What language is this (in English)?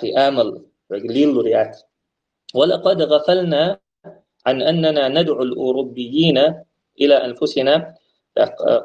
Chechen